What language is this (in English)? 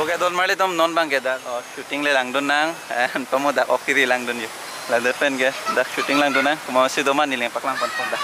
Karbi